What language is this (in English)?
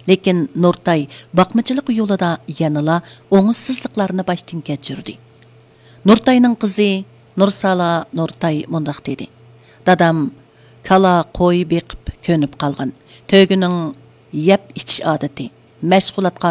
Uyghur